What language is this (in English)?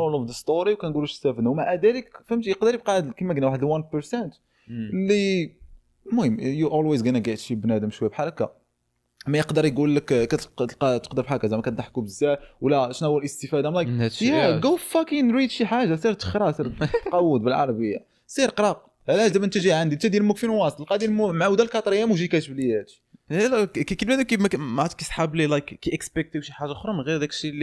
Moroccan Arabic